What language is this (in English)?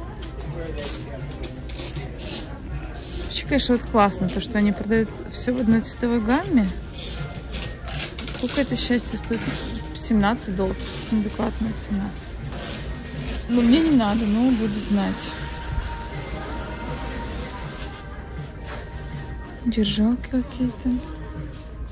Russian